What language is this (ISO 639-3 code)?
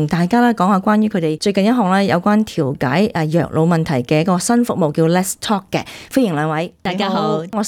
yue